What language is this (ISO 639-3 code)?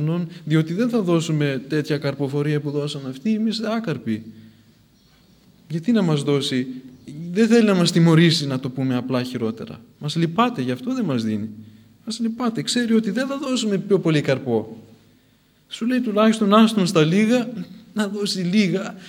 ell